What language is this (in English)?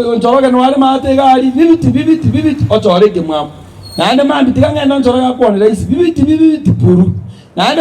Gusii